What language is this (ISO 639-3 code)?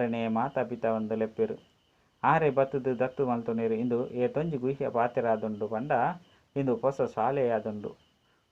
tcy